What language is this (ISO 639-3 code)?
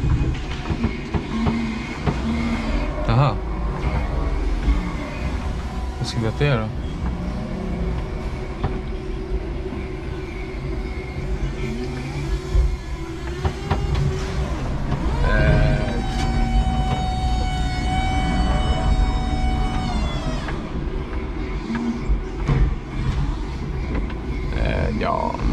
swe